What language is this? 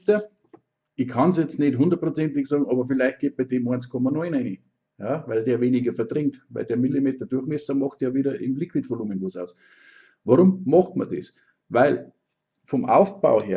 Bavarian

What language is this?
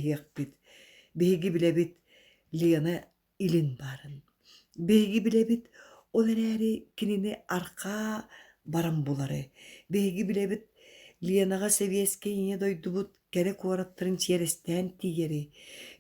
Yakut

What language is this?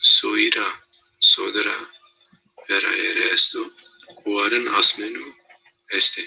Zaza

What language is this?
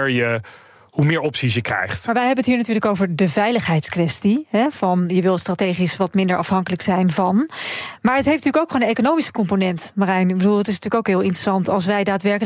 Dutch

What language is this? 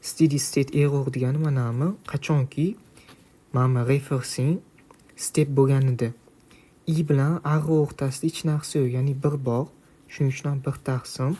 Uzbek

